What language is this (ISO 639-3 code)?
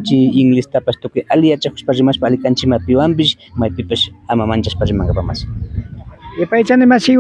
qvi